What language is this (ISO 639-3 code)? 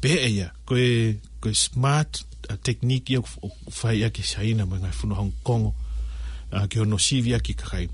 ton